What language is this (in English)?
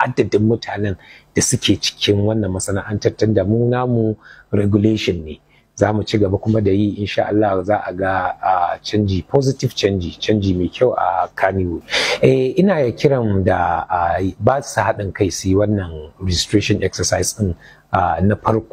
Hausa